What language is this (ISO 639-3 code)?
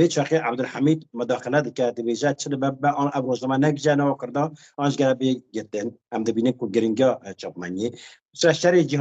kur